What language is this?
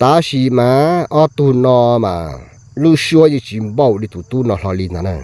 Hmong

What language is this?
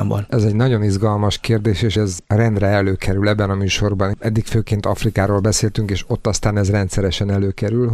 Hungarian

